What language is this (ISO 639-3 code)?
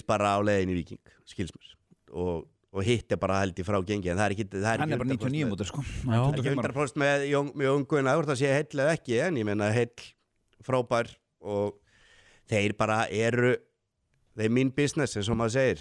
isl